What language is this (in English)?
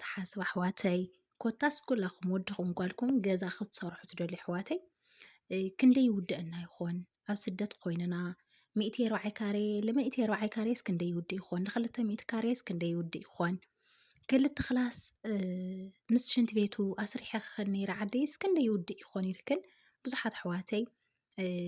Tigrinya